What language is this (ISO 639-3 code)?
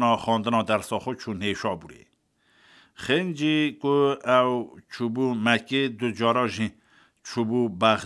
kur